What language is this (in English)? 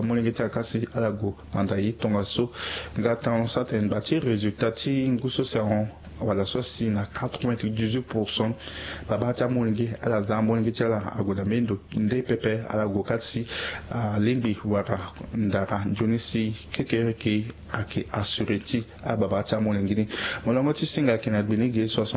Sango